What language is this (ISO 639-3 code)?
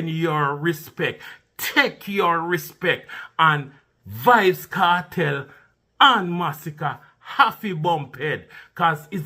jam